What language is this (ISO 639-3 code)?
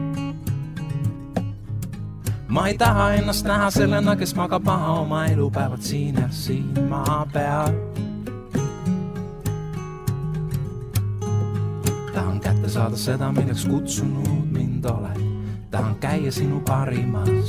est